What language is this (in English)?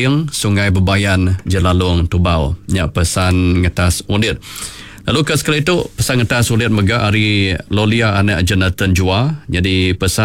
Iban